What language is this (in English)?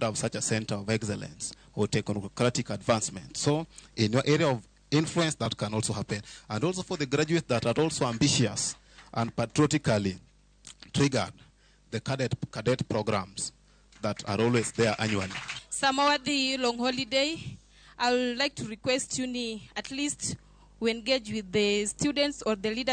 Luo (Kenya and Tanzania)